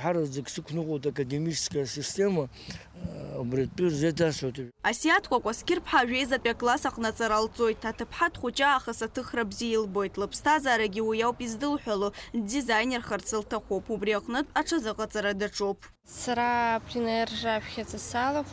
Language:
Abkhazian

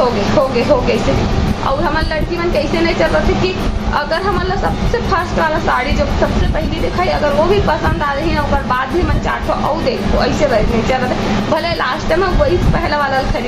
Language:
Chhattisgarhi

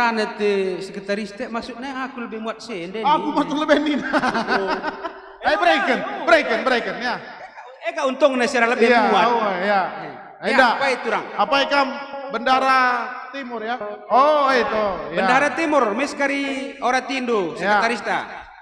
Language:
Batak Karo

